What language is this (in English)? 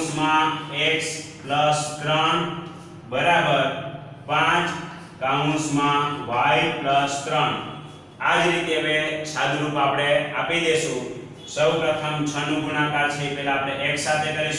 Gujarati